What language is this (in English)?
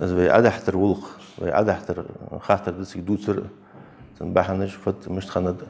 Ingush